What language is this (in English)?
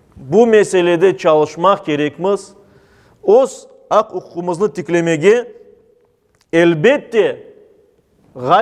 Crimean Tatar